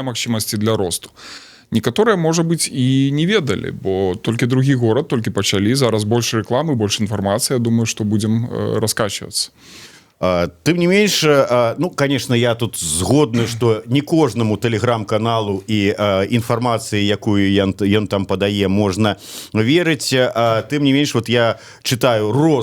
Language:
Belarusian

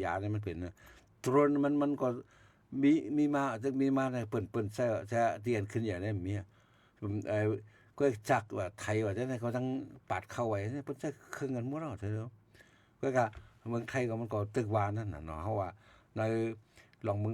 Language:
Shan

